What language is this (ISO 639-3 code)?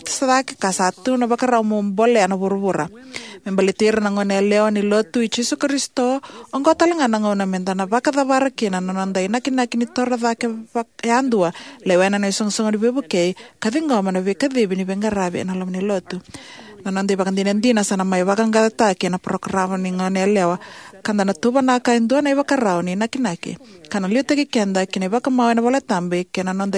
fij